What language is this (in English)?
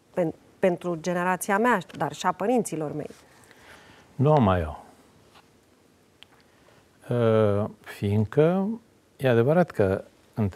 Romanian